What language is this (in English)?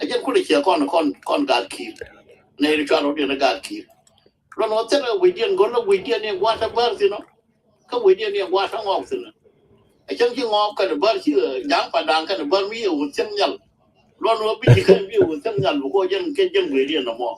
Nuer